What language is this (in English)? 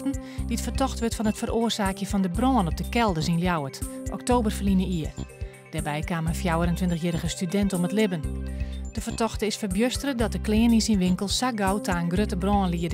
Western Frisian